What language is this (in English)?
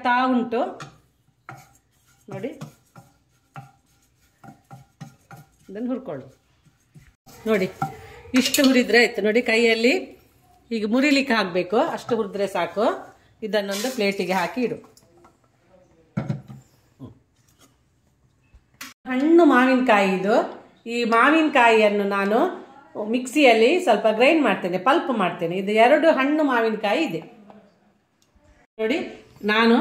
Kannada